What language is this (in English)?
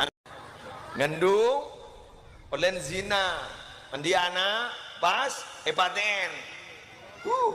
Madurese